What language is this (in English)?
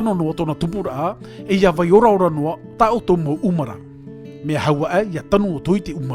Tahitian